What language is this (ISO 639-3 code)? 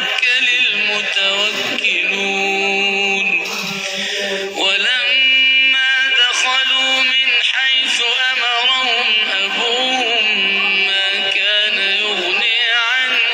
ara